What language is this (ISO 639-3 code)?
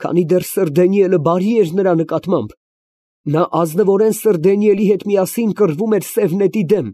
hye